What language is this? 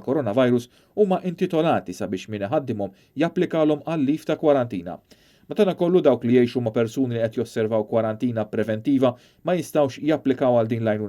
Maltese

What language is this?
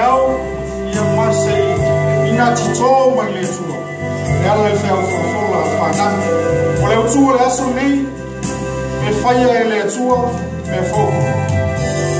Samoan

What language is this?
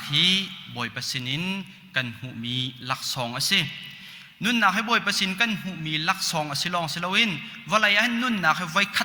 Hakha Chin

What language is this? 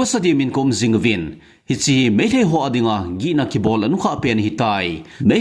Thado Chin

